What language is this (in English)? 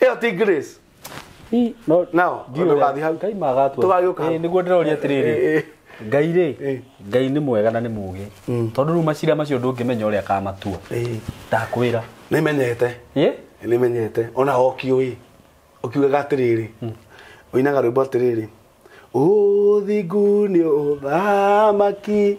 Kikuyu